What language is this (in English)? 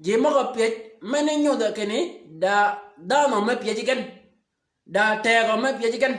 Shilluk